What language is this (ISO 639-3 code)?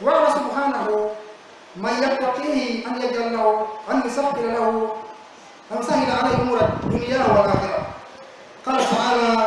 fuf